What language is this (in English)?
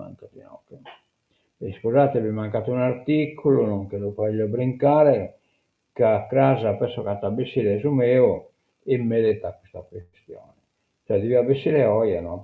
Sardinian